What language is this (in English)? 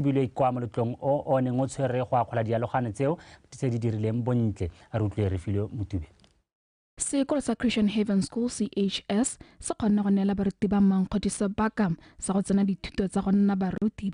Tswana